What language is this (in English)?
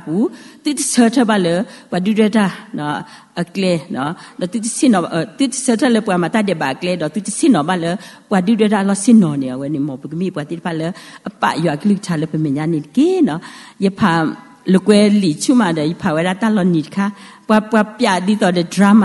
S'gaw Karen